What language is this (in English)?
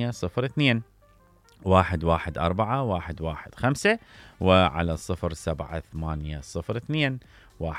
Mesopotamian Arabic